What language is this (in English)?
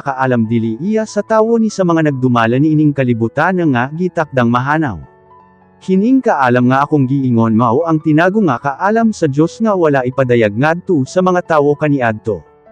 Cebuano